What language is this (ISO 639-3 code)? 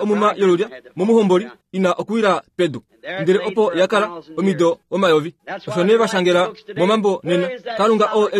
kua